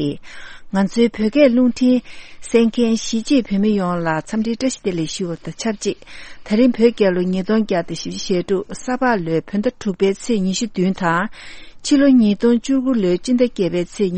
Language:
Tibetan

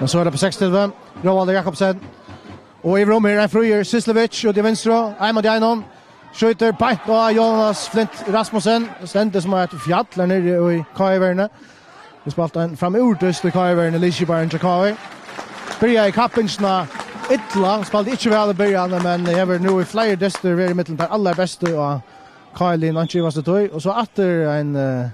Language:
Faroese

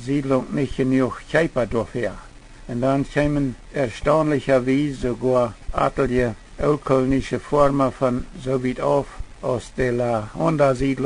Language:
Plautdietsch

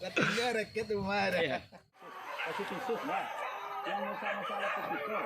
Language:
Minangkabau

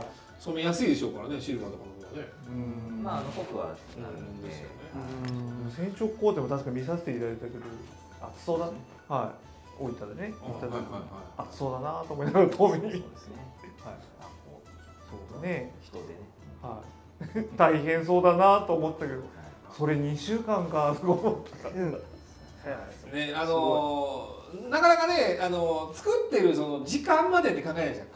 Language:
Japanese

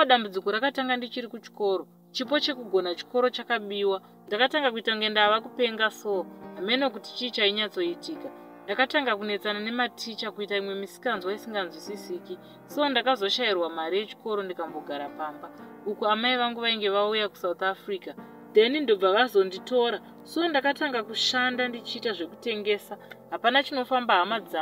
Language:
Shona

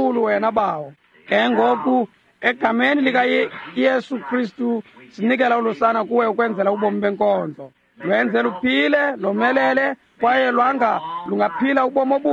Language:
Xhosa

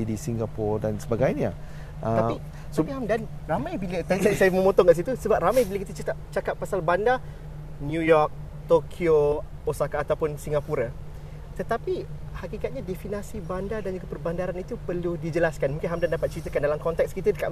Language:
Malay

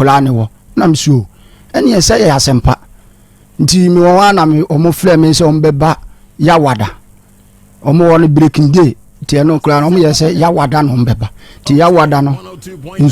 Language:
Akan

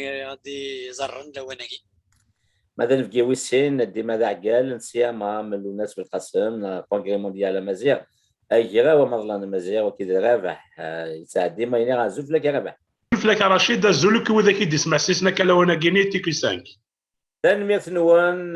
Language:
Kabyle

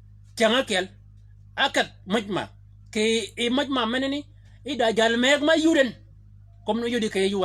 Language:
Shilluk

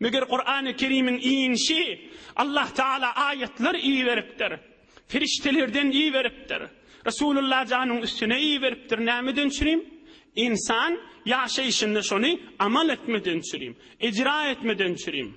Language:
Turkmen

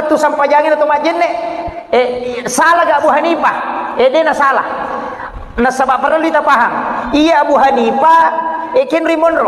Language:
Buginese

